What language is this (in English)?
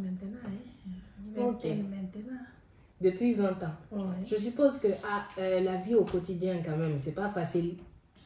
French